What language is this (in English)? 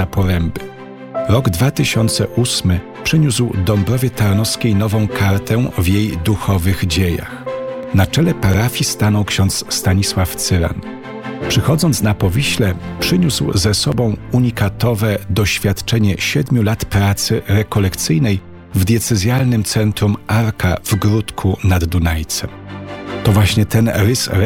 Polish